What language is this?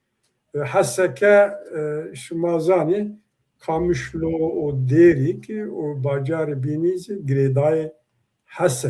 Zaza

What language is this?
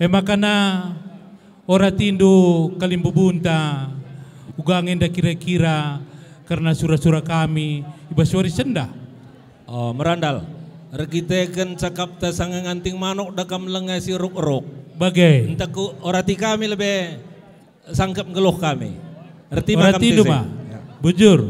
Batak Karo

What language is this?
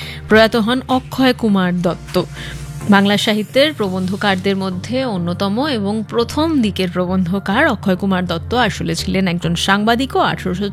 Bangla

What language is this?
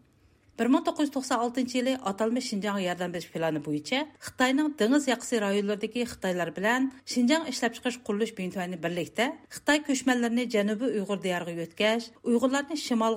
Uyghur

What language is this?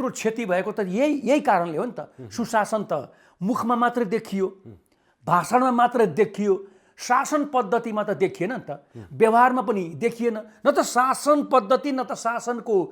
Nepali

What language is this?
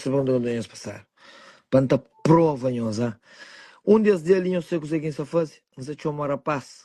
Kabuverdianu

